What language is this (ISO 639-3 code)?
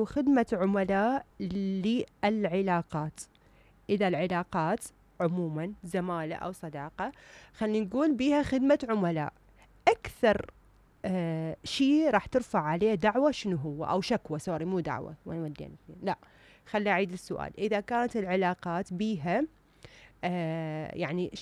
acm